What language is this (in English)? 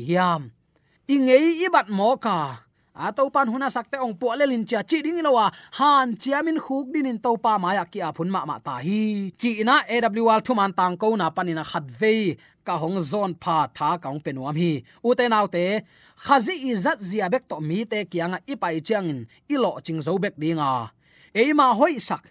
Tedim Chin